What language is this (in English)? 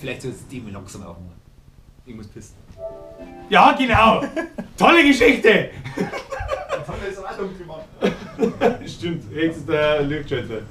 Bavarian